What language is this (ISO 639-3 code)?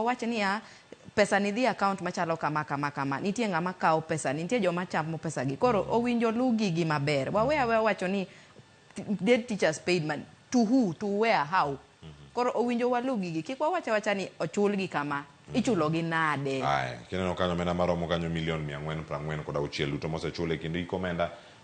luo